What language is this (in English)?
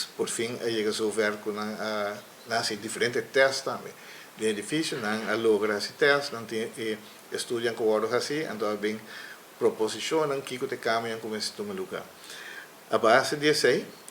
Papiamento